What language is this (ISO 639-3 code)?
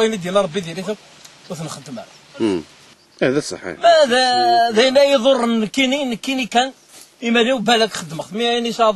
kab